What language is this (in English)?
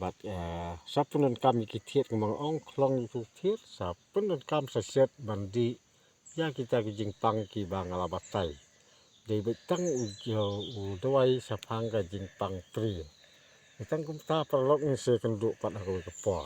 Khasi